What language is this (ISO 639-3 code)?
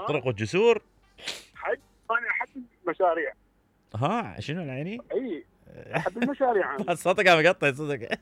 acm